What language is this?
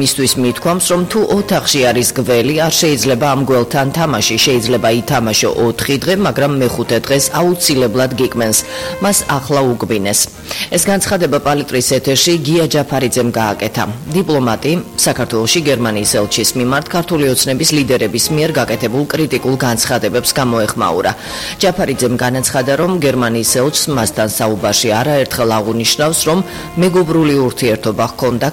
Georgian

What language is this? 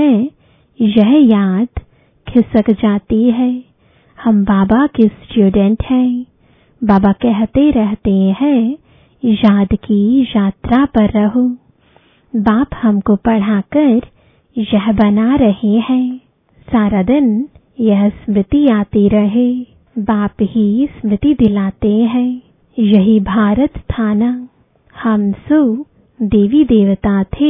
Hindi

